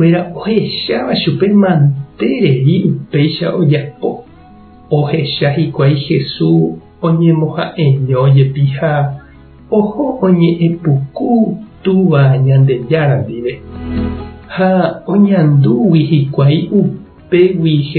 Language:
Guarani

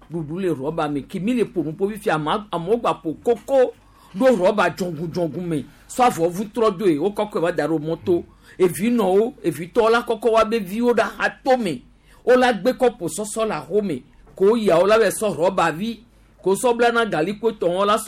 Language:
Gen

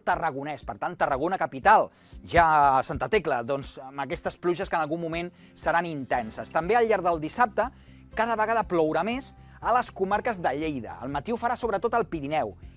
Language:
Catalan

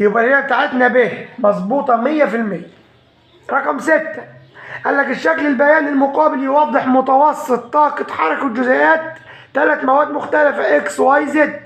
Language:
Egyptian Arabic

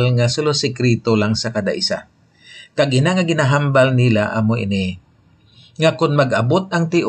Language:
Hiligaynon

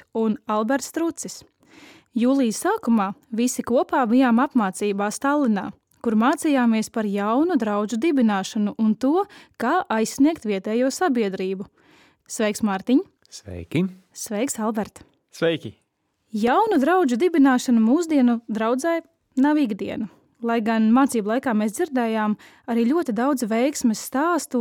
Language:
Latvian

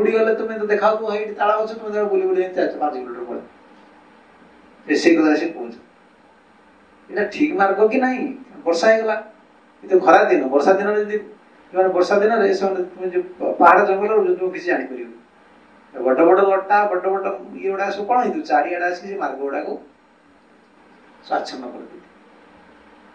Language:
Odia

